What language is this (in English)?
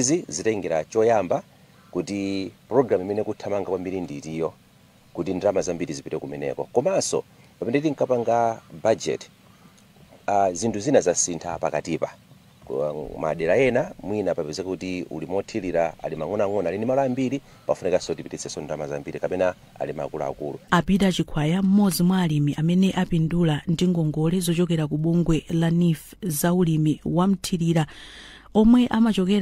Nyanja